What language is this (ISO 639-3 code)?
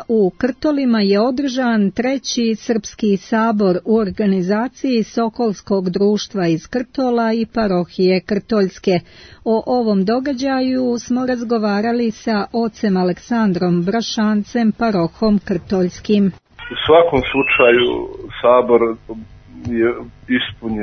srp